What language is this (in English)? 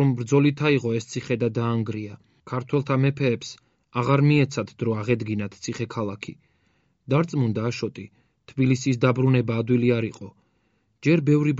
Georgian